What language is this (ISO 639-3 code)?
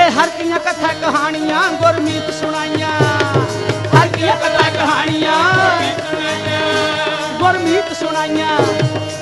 pan